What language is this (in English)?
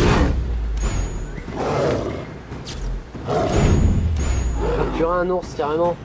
French